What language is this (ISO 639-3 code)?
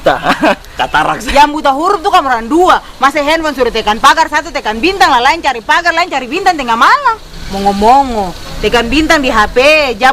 abs